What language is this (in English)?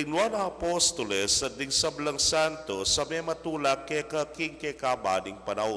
Pampanga